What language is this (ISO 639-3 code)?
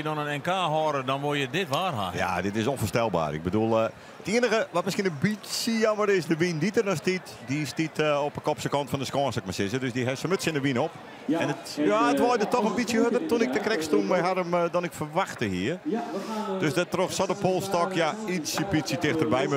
fry